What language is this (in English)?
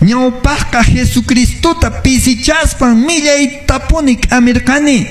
Quechua